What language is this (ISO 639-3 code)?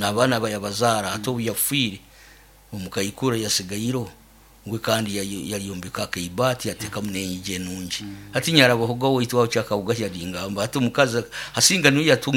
nyo